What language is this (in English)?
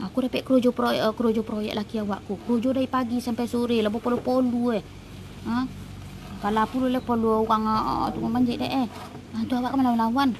Minangkabau